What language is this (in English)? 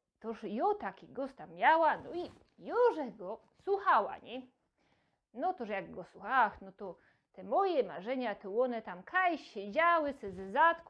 Silesian